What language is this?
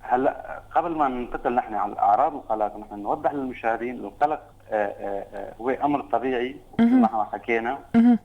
North Levantine Arabic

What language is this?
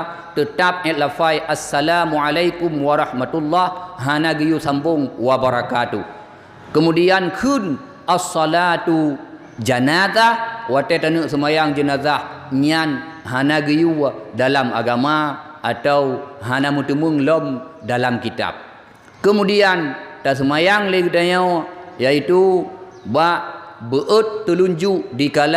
Achinese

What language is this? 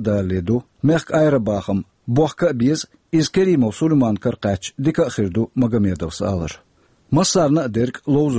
Chechen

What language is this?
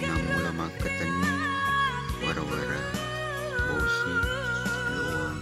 Buginese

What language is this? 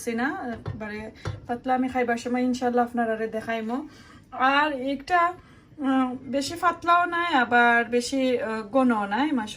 Sylheti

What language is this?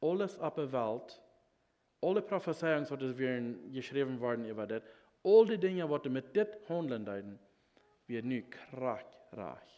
Plautdietsch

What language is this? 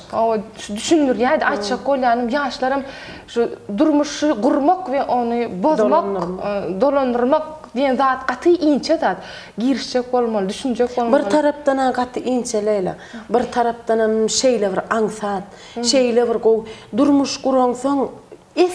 Turkmen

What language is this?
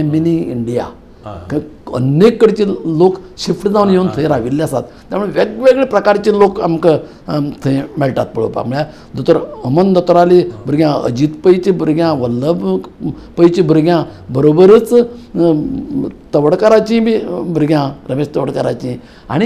Konkani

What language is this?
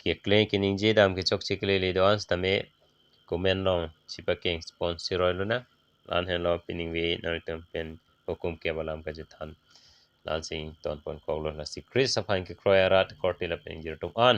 Karbi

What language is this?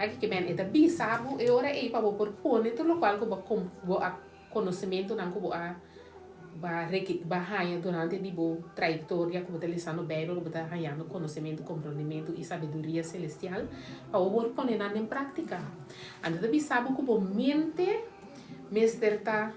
Papiamento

